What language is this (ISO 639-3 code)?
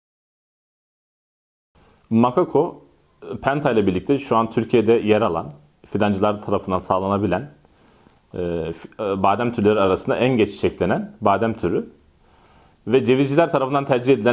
tur